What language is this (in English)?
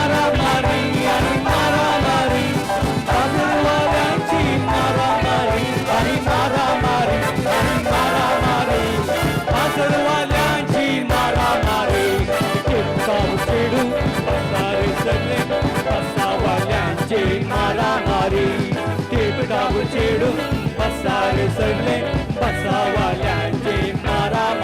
Konkani